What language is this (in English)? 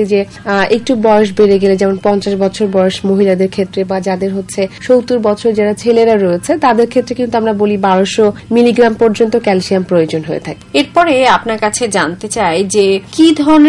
Bangla